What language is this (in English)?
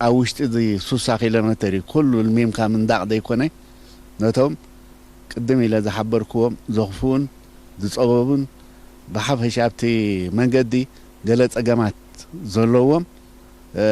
Tigrinya